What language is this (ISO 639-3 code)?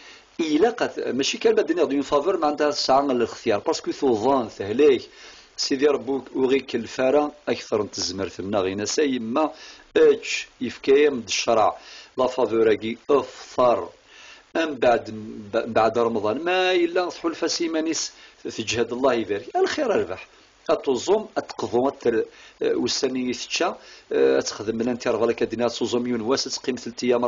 kab